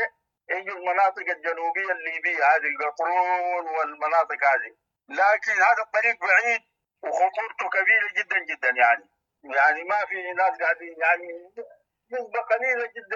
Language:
Sudanese Arabic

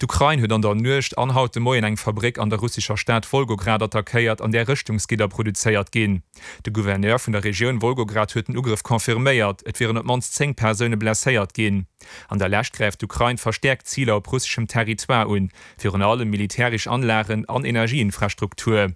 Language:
Luxembourgish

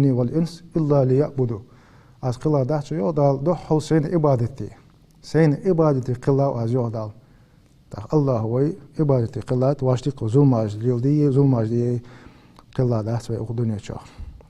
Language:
Ingush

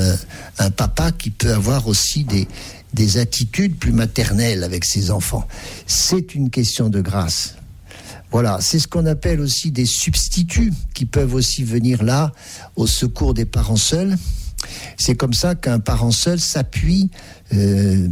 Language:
French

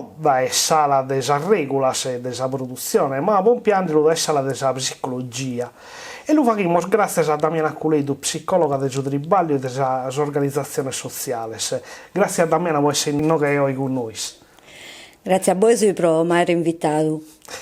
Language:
Sardinian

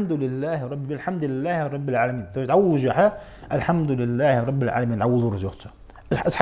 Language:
Ingush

